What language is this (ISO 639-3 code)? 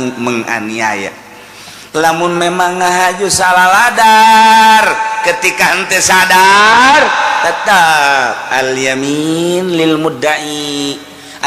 sun